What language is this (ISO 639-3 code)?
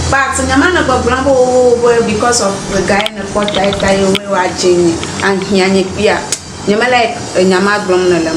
ewe